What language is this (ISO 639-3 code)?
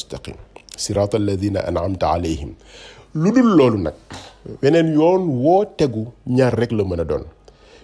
wol